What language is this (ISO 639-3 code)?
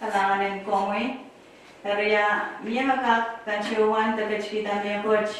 pon